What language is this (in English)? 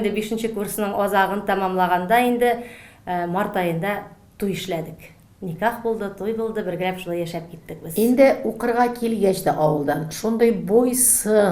Tatar